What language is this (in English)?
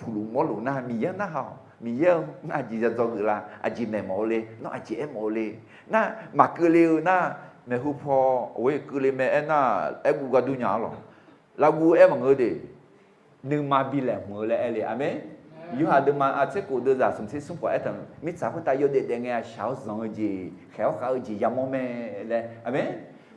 Akha